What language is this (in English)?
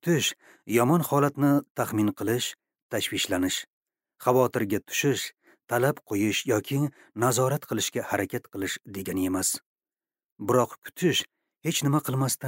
Uzbek